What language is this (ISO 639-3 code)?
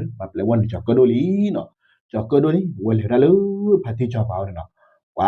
ksw